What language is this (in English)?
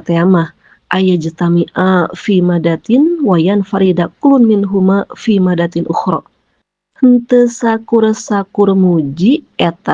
Sundanese